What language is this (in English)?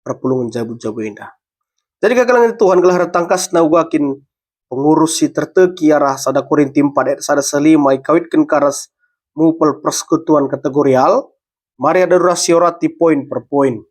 Batak Karo